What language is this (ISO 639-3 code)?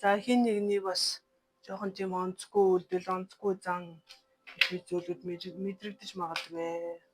mon